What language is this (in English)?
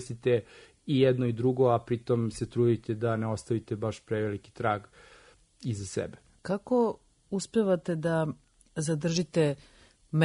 Serbian